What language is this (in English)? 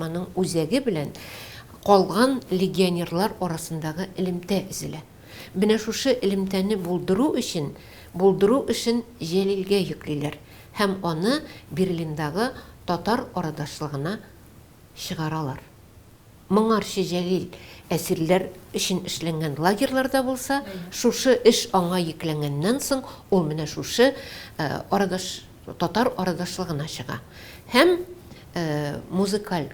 Tatar